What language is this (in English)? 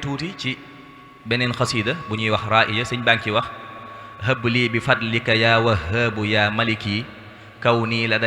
Wolof